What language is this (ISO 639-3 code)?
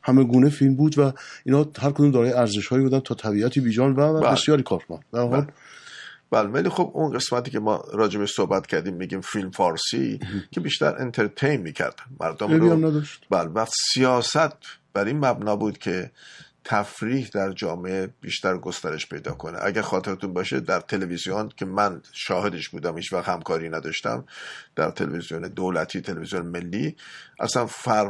fas